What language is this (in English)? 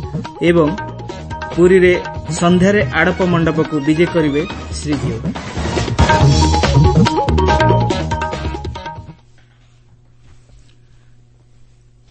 Odia